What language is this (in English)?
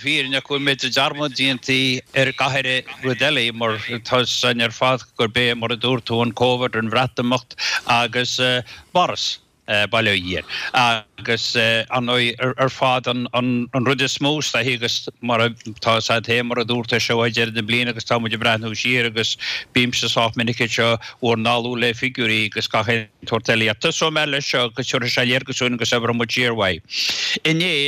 Irish